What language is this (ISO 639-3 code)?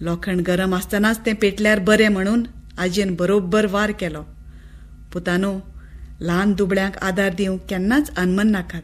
kok